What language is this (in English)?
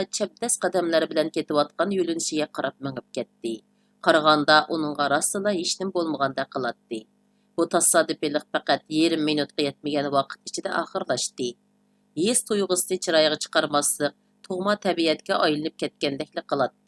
Uyghur